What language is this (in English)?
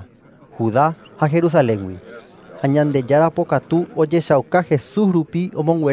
Guarani